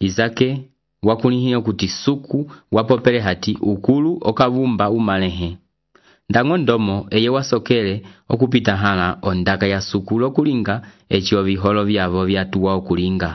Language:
Umbundu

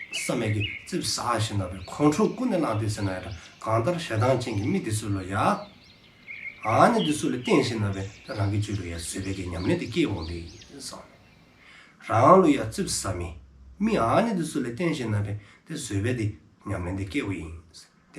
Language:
Dzongkha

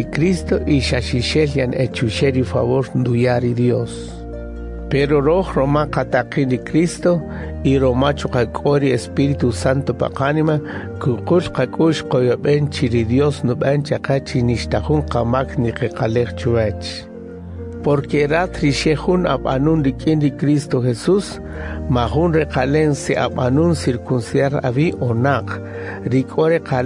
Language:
Kaqchikel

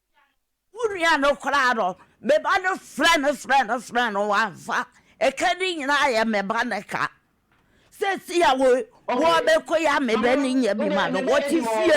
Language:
Akan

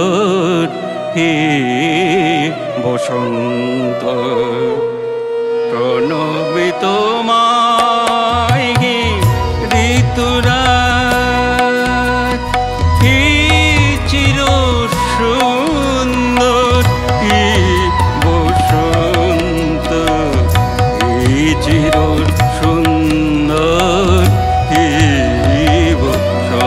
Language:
Bangla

